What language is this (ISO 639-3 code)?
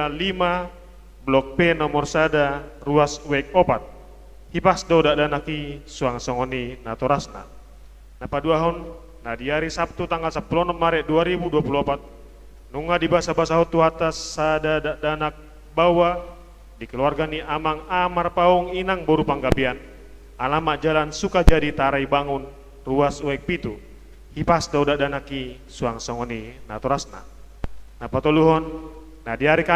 bbc